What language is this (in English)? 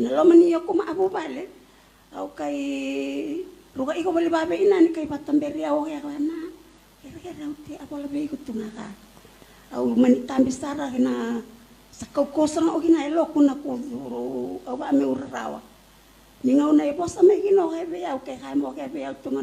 Fijian